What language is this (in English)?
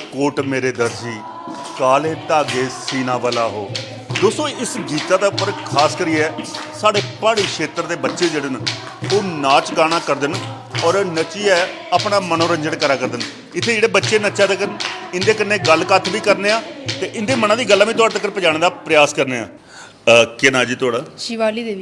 Dogri